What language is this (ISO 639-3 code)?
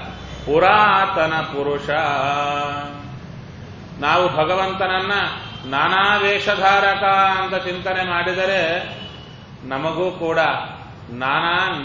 kan